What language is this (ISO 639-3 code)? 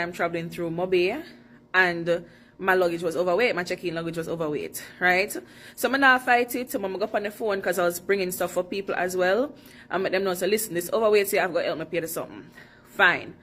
jam